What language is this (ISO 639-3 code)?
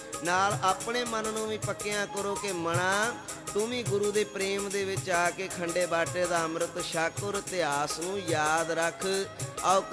pan